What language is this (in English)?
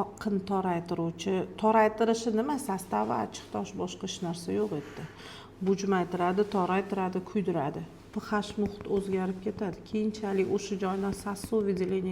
Uzbek